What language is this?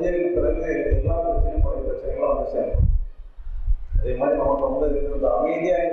Tamil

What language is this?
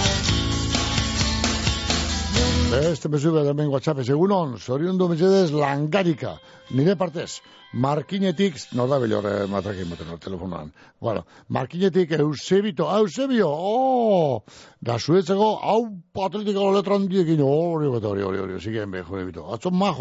Basque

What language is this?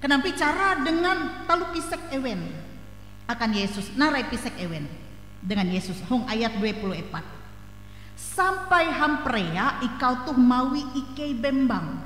Ngaju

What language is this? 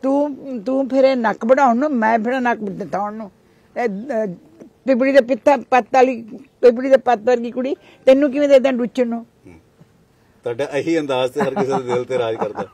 Punjabi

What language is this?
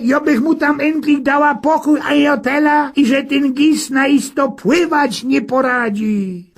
Silesian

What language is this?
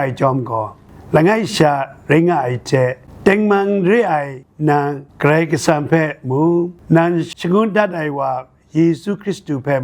Kachin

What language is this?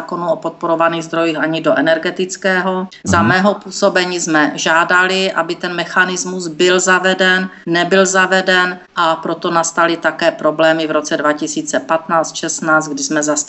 Czech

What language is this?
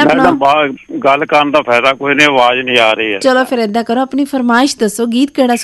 Punjabi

